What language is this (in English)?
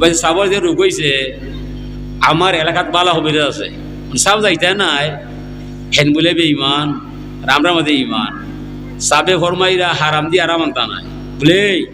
Sylheti